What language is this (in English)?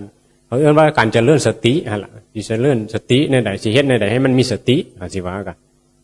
Northeastern Thai